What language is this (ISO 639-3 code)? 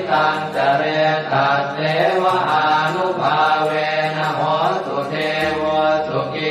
pli